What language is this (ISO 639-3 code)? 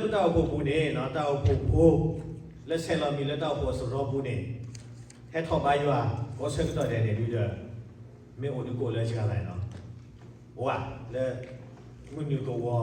ksw